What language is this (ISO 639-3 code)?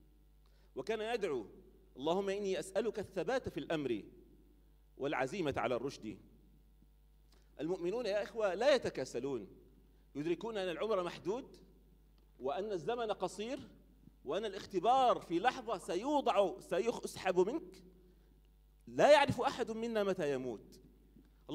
ara